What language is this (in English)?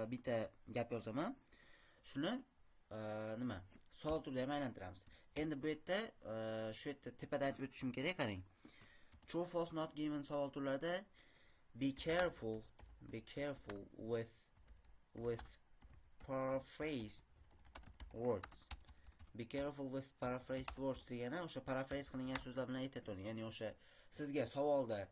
Uzbek